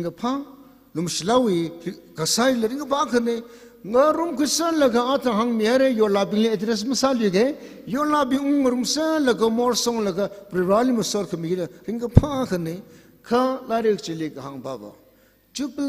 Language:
Tangkhul Naga (India)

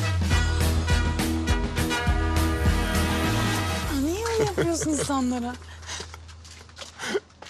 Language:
Turkish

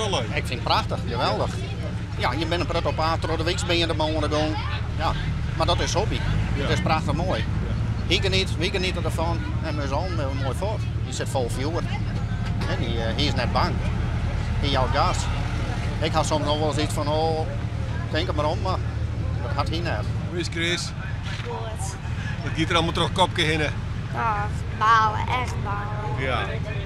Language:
Western Frisian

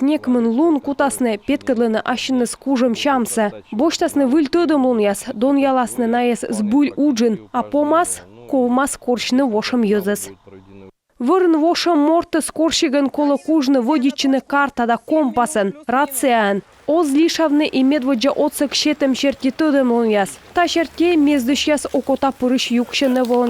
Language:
Komi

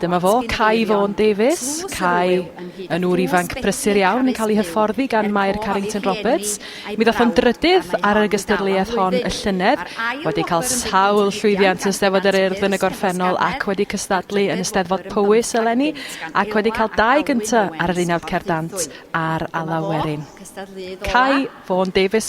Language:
Welsh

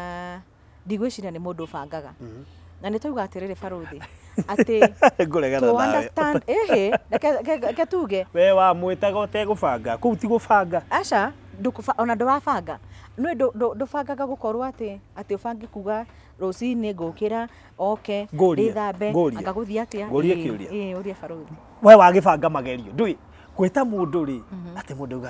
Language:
Kikuyu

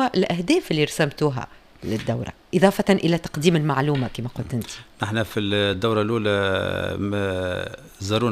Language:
Tunisian Arabic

